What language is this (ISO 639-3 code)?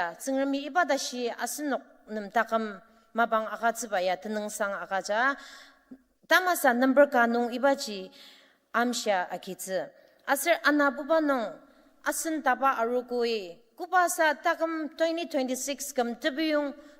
njo